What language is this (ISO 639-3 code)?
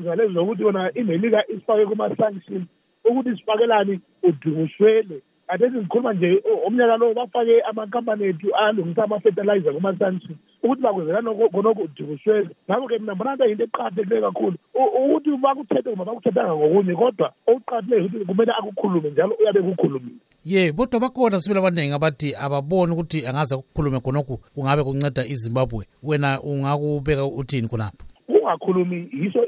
nde